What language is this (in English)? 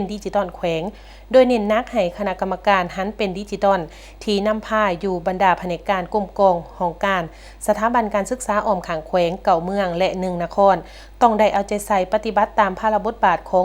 Lao